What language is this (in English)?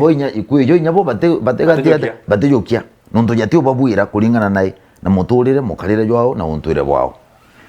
Meru